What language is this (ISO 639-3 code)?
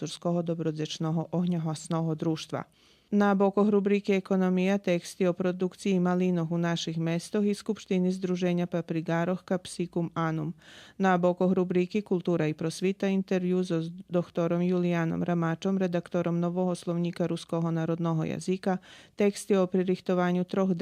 rue